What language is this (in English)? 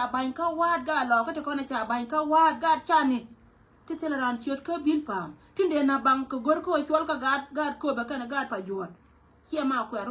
Nuer